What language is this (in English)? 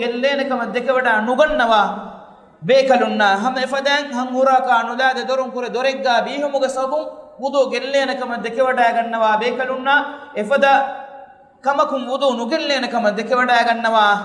Divehi